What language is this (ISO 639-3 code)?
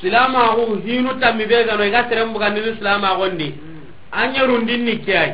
snk